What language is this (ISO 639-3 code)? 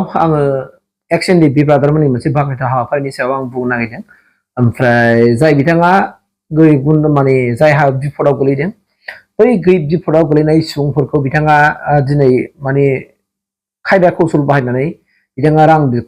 brx